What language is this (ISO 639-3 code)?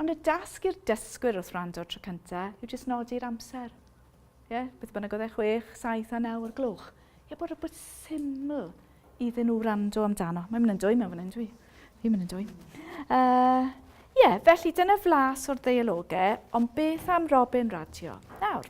cym